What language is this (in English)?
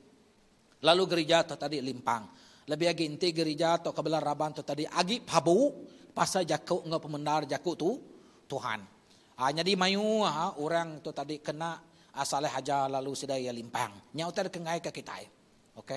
Iban